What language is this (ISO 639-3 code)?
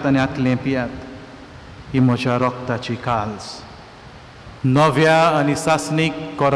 kok